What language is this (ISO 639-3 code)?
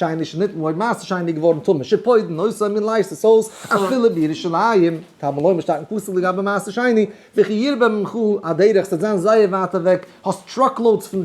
yid